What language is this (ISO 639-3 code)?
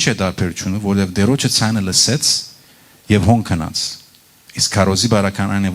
hyw